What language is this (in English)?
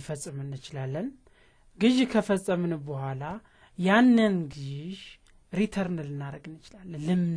Amharic